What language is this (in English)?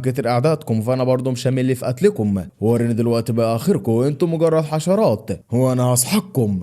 Egyptian Arabic